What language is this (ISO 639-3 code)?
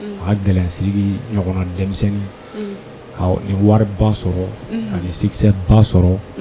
bam